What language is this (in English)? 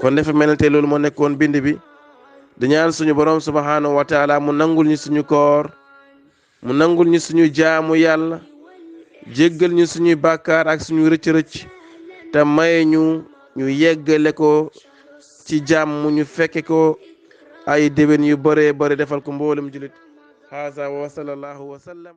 Wolof